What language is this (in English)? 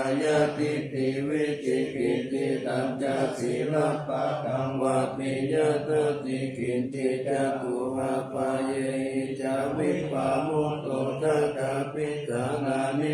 Pali